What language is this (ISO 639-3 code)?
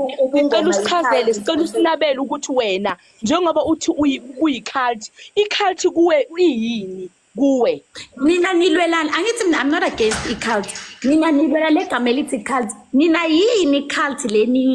zul